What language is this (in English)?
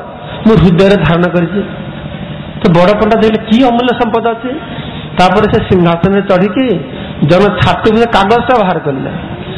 Odia